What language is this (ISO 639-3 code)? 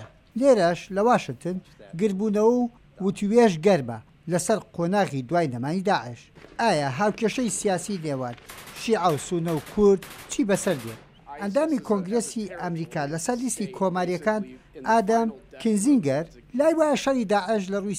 ckb